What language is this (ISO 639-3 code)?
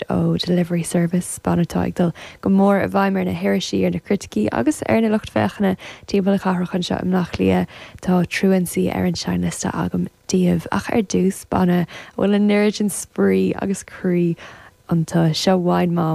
gle